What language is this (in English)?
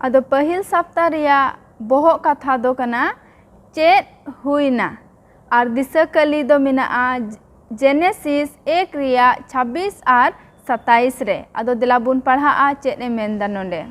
Santali